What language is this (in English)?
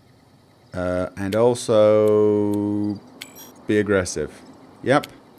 English